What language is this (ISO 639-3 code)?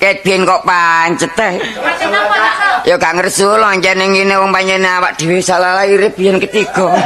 jav